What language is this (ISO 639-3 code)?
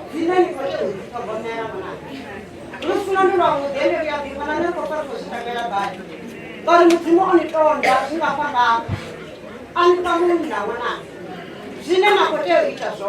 ven